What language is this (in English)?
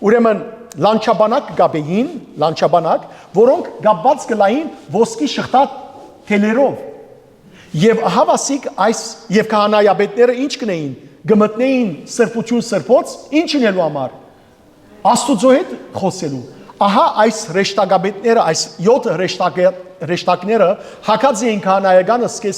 Western Armenian